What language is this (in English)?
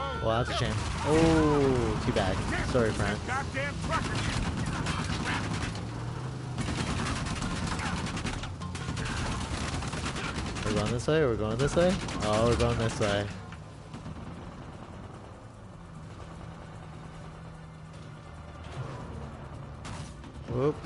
English